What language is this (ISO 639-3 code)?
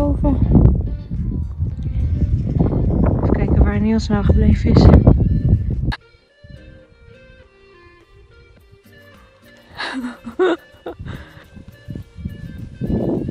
nld